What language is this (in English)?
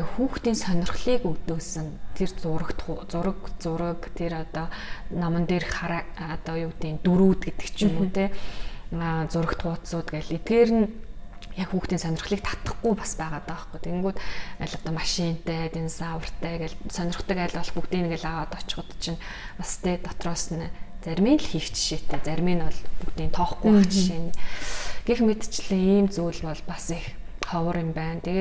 Mongolian